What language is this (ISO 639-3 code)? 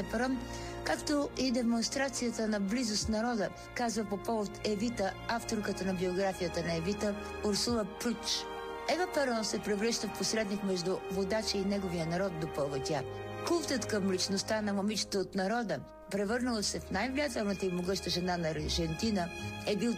bul